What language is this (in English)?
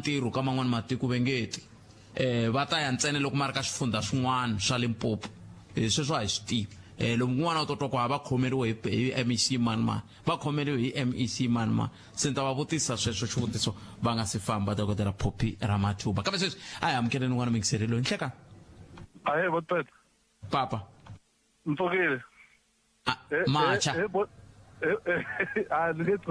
Tsonga